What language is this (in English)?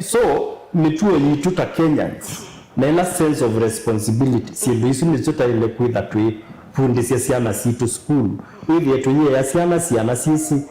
Kamba